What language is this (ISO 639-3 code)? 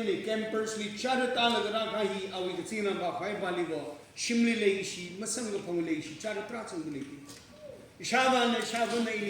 nmf